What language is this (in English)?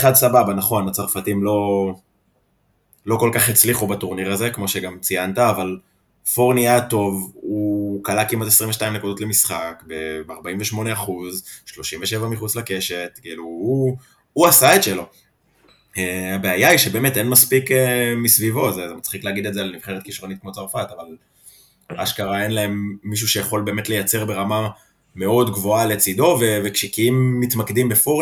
Hebrew